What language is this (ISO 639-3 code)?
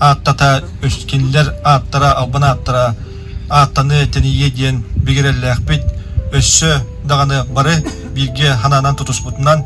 sah